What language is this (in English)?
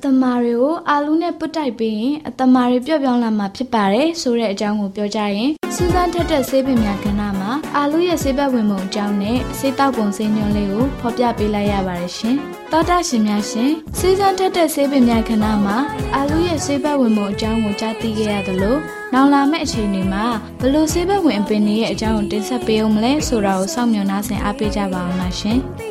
Burmese